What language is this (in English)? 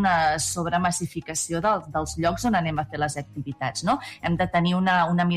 Catalan